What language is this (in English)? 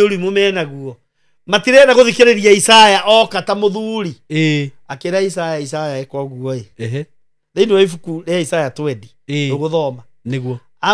Kikuyu